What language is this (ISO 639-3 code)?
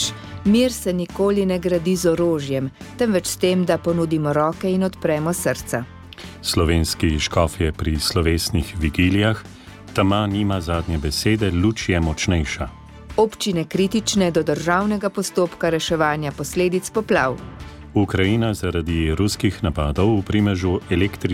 slv